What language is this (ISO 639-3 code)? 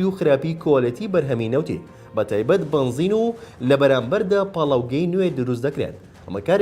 ckb